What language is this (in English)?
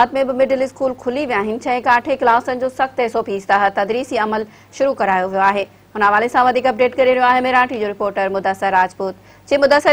Sindhi